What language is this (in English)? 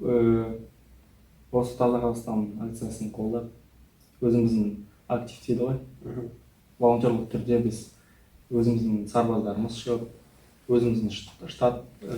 Kazakh